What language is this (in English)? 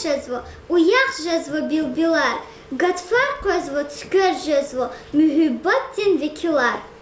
Lezghian